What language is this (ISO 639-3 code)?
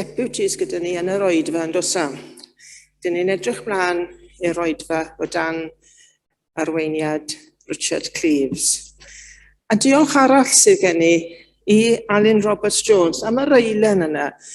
cym